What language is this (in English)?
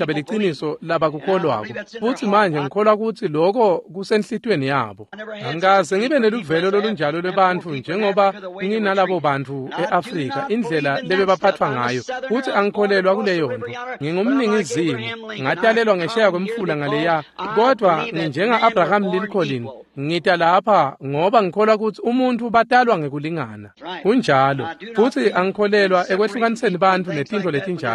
Swati